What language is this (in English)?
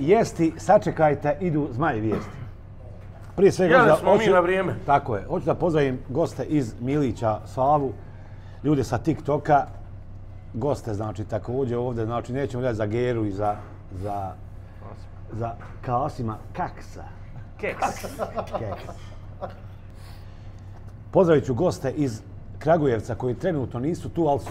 Bosnian